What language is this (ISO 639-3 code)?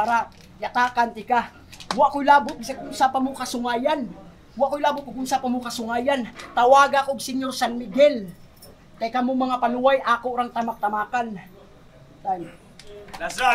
ceb